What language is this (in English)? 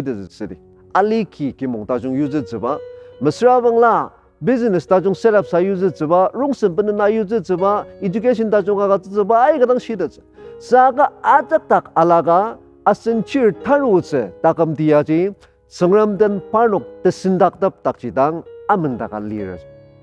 Ao Naga